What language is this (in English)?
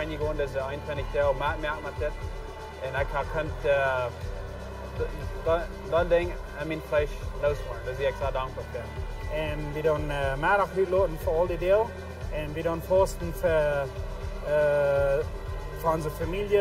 Plautdietsch